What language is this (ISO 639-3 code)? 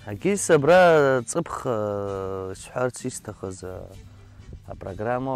abk